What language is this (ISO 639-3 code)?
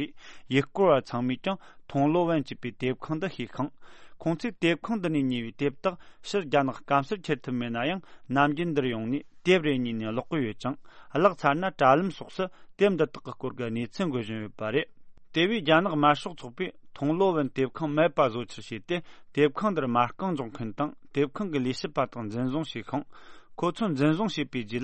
bod